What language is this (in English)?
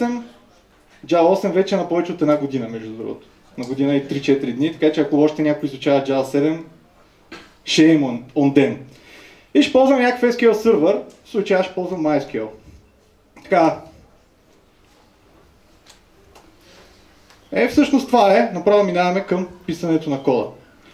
Bulgarian